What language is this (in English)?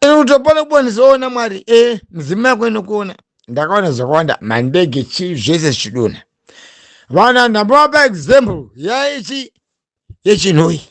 Shona